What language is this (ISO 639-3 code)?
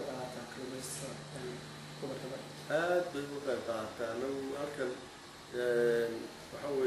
som